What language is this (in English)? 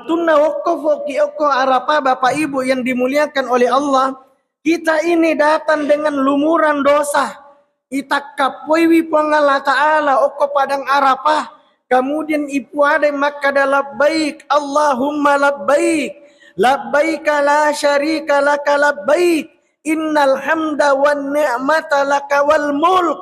Buginese